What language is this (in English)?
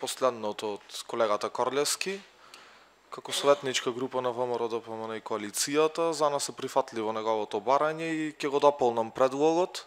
Macedonian